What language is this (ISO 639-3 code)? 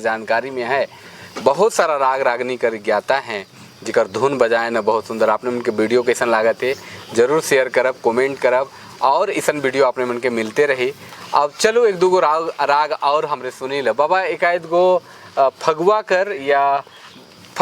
sck